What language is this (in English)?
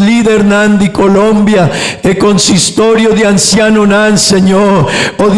Papiamento